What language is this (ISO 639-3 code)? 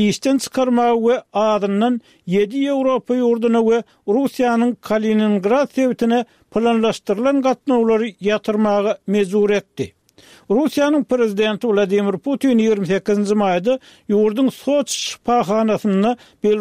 tuk